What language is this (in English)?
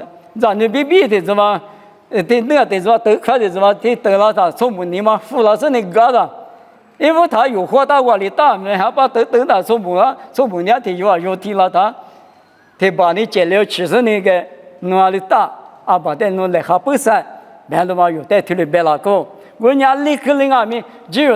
Lisu